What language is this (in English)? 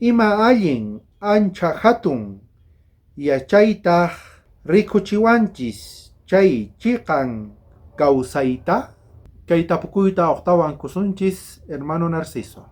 South Bolivian Quechua